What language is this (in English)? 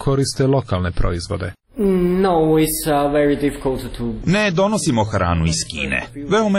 Serbian